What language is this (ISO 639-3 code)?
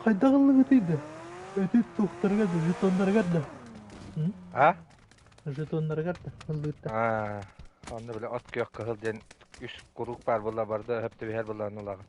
sah